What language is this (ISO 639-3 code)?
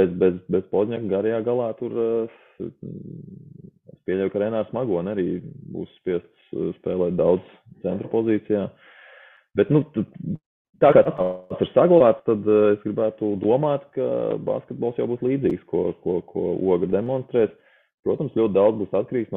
lav